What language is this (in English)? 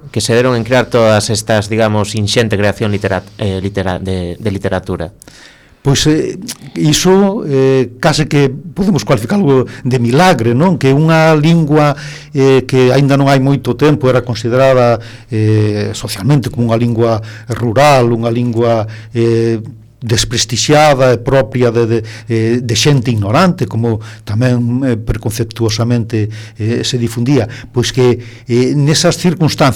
Galician